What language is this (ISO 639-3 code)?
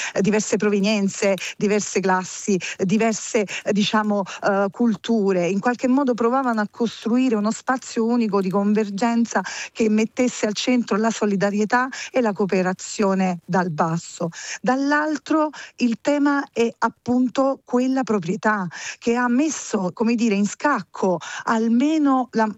ita